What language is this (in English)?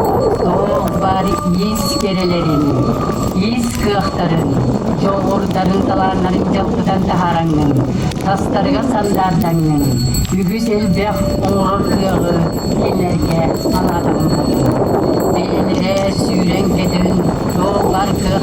Yakut